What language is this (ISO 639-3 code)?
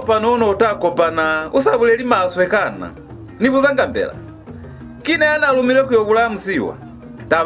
loz